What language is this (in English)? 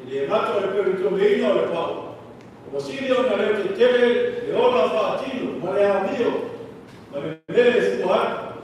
Samoan